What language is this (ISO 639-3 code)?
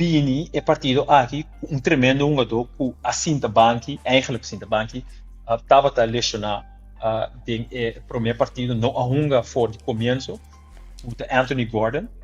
pap